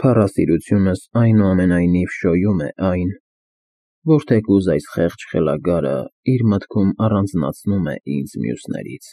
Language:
Armenian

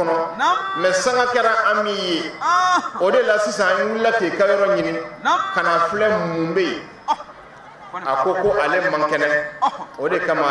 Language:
Bambara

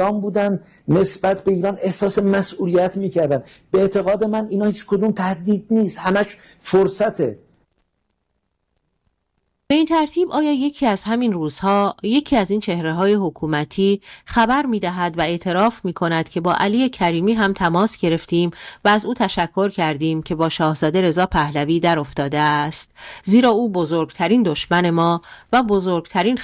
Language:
Persian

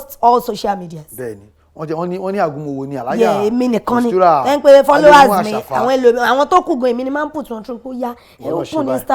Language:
Yoruba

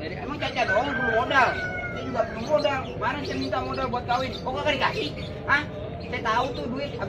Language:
Betawi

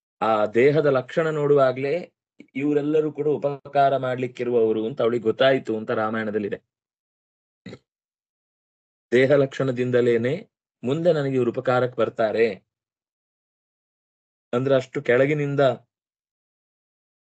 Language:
Kannada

